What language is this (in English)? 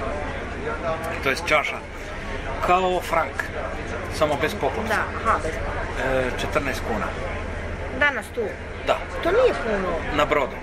Croatian